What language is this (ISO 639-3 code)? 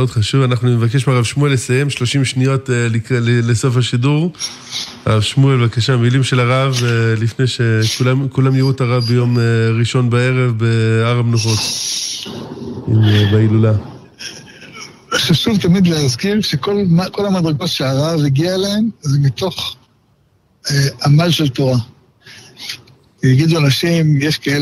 heb